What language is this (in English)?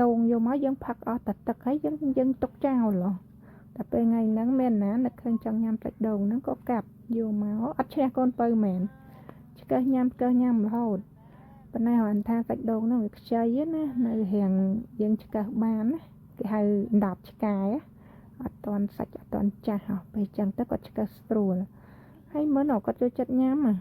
Khmer